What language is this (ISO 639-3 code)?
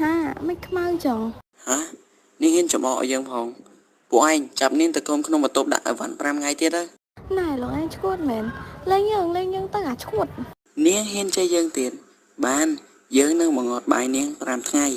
khm